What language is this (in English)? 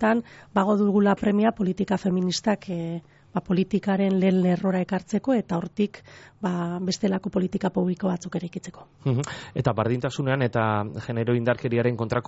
Basque